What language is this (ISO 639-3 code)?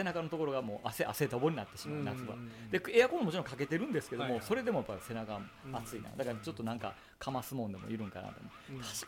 jpn